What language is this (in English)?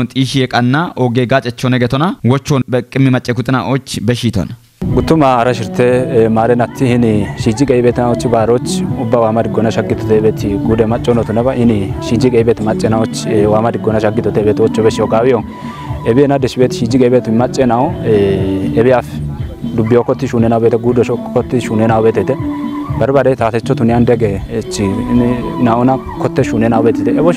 Kafa